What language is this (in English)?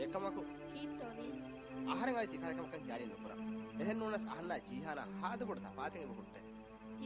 Divehi